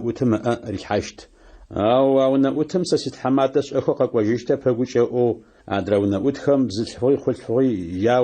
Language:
Adyghe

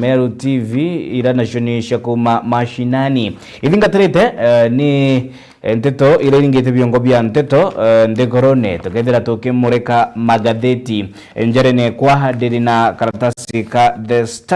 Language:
Meru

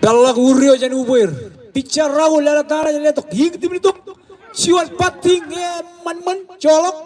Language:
Marshallese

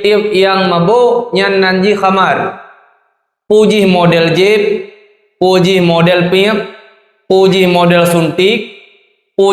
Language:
Achinese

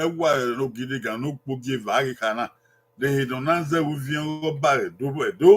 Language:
Bini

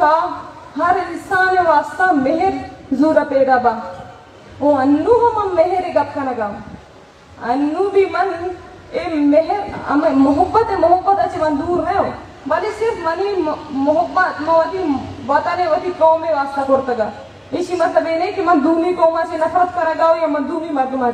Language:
Baluchi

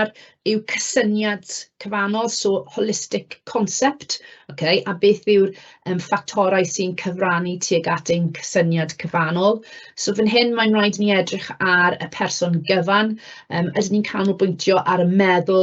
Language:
Welsh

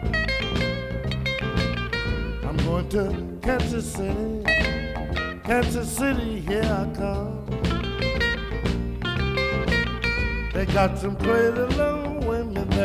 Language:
English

